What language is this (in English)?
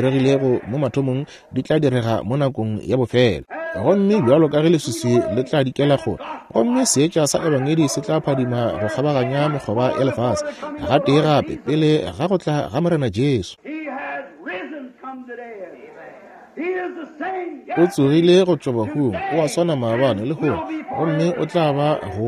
Northern Sotho